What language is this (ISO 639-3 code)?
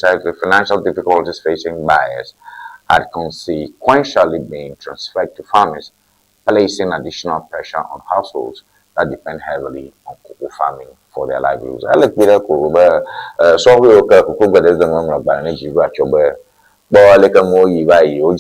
ewe